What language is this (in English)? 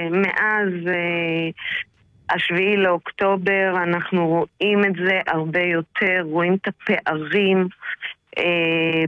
Hebrew